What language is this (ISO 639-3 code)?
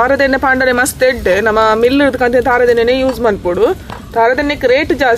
tcy